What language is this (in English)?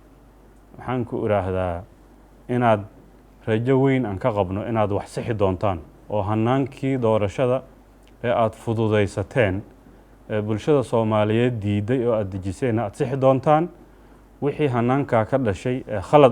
Somali